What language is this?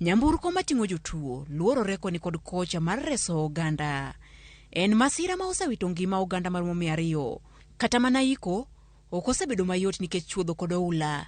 Luo (Kenya and Tanzania)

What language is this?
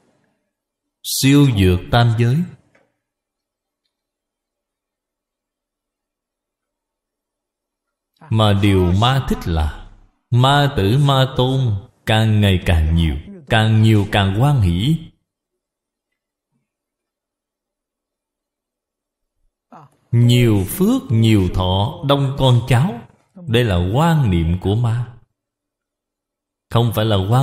Vietnamese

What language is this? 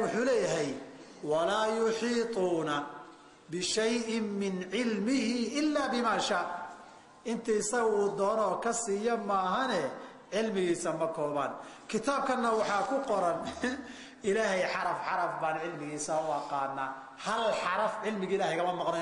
Somali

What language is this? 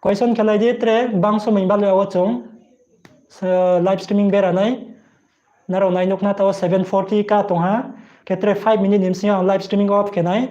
Riang (India)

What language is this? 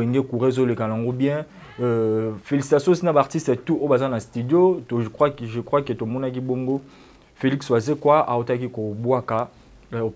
Lingala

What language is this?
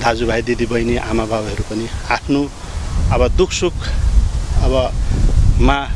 Nepali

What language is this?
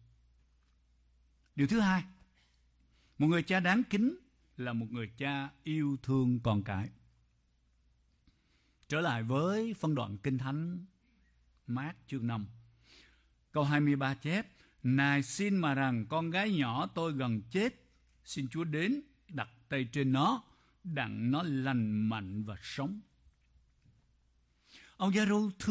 Vietnamese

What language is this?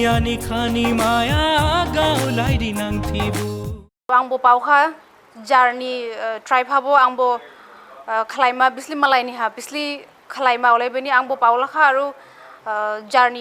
Dimasa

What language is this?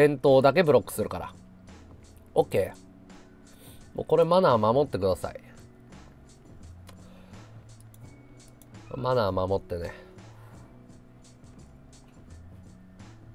Japanese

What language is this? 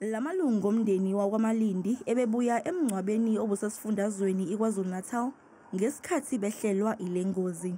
Zulu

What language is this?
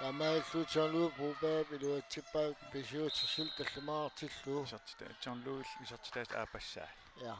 Kalaallisut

